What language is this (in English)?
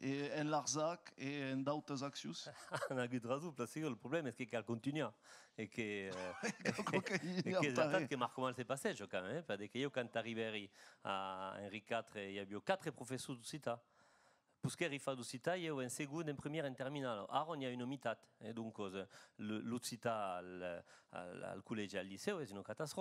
Occitan